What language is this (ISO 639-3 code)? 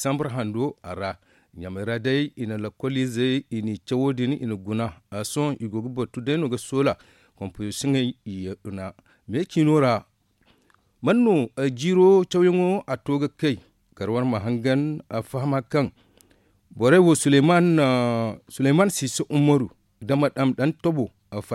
dje